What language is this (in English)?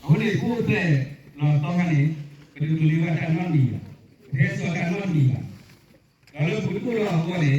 S'gaw Karen